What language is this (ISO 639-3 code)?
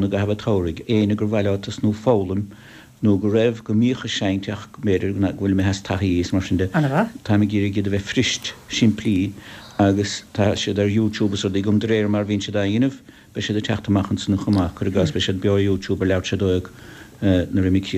gle